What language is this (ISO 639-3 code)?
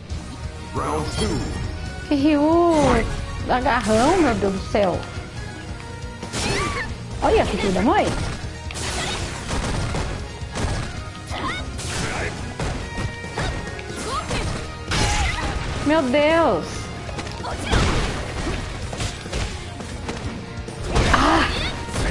por